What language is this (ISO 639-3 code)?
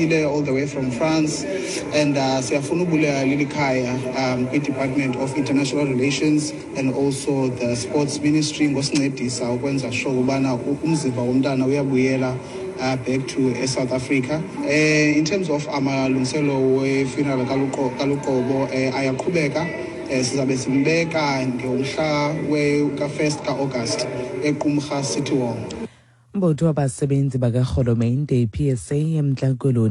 xho